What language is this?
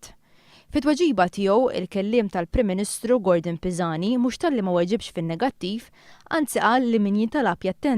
Maltese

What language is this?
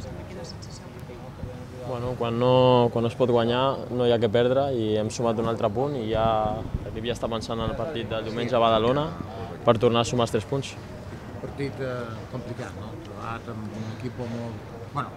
Catalan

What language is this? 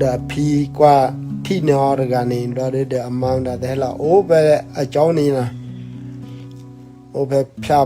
S'gaw Karen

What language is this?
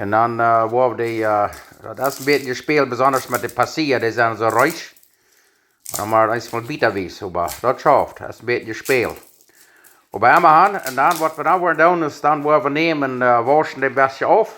Plautdietsch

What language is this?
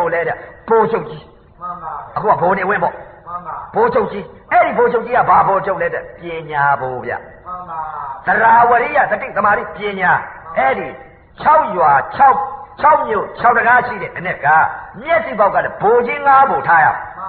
Burmese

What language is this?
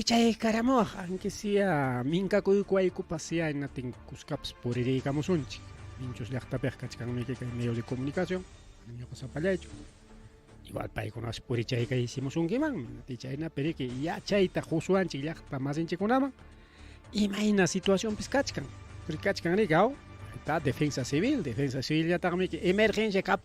Ayacucho Quechua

